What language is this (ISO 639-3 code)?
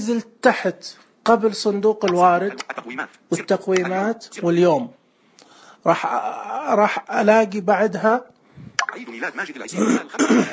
ars